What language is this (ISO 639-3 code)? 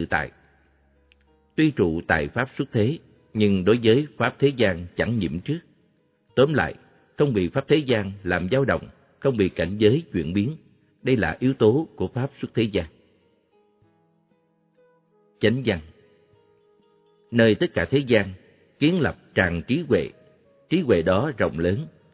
vie